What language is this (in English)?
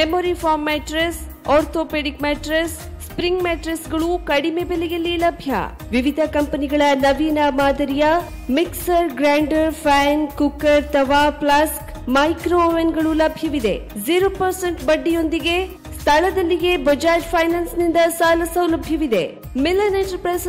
Kannada